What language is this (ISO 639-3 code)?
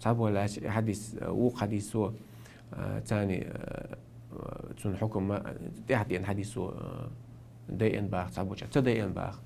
che